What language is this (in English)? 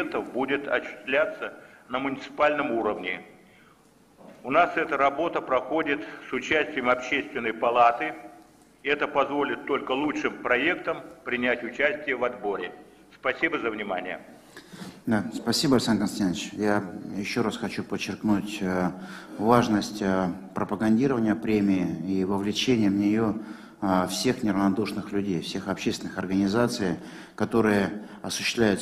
Russian